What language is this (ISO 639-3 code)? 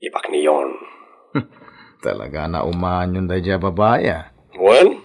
ilo